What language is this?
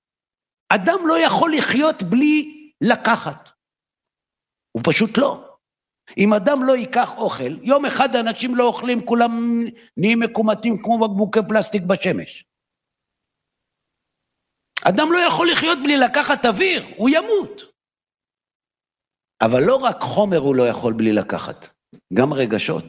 Hebrew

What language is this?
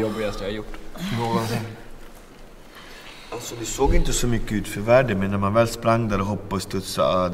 Swedish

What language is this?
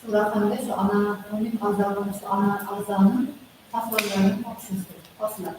Kara-Kalpak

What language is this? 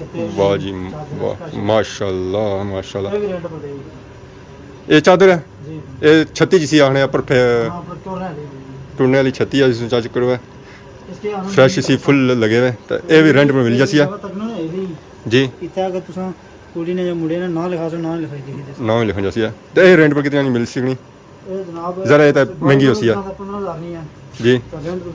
Pahari-Potwari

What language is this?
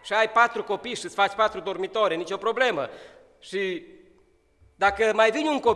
Romanian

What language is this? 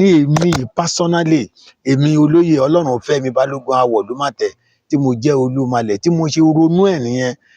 Yoruba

